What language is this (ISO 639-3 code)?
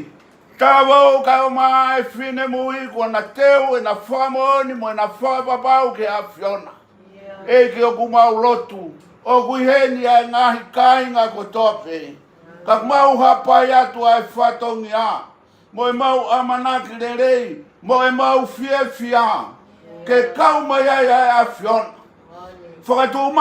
ton